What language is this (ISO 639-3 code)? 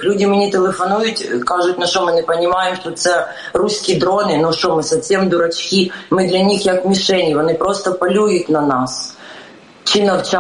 ukr